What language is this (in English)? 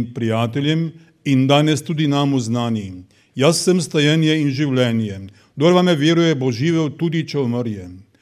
Slovenian